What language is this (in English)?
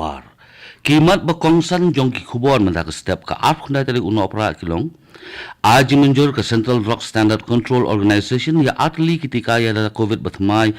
Khasi